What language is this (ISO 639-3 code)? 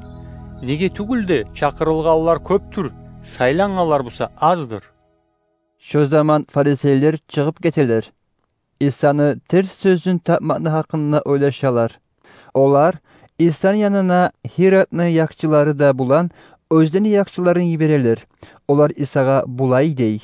kum